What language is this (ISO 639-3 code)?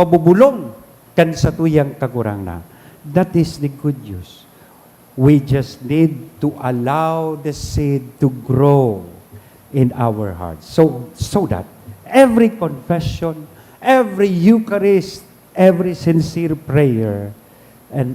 bik